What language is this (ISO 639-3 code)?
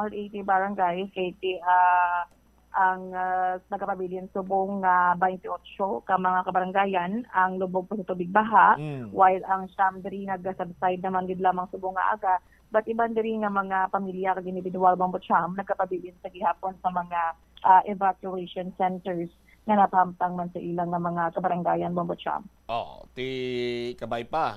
hil